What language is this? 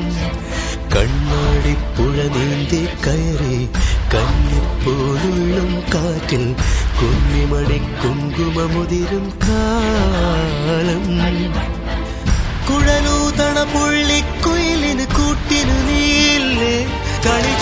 Malayalam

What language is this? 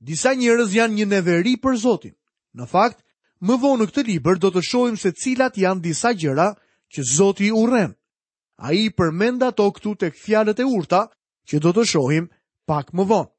Albanian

